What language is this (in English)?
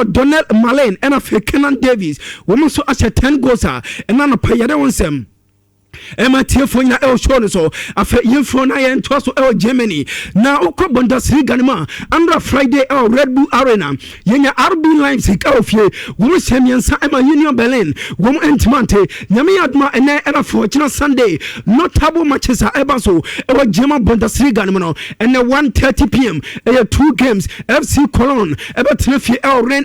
Akan